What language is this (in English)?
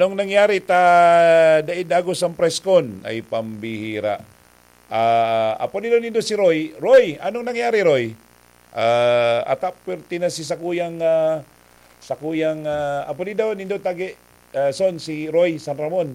Bikol